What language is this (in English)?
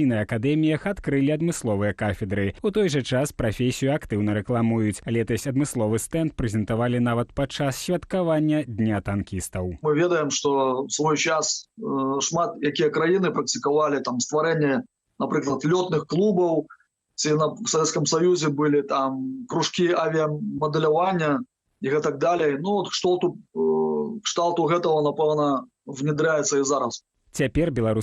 Belarusian